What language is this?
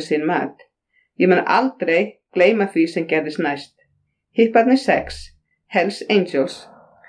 Icelandic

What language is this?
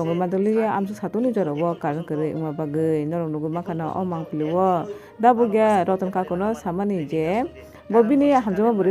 Kok Borok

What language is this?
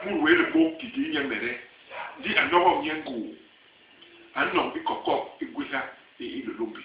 Basaa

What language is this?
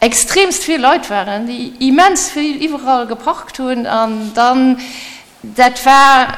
Luxembourgish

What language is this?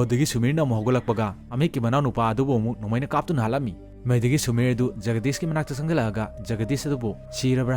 Manipuri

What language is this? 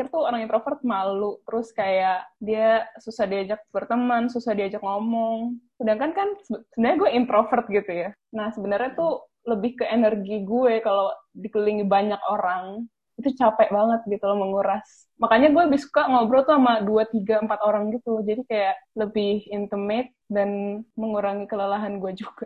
Indonesian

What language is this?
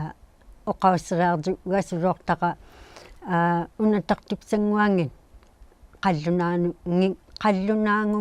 Inuktitut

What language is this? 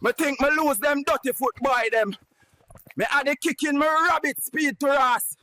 Jamaican Creole English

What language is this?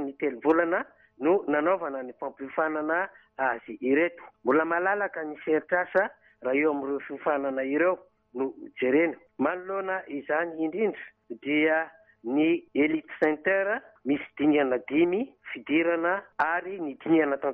Malagasy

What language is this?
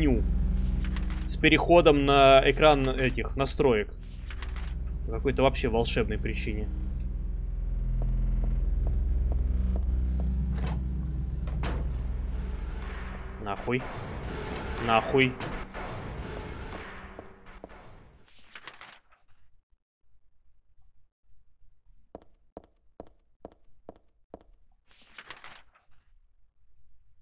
Russian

